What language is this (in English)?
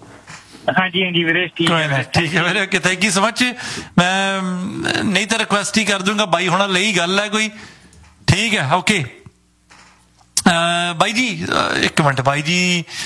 Punjabi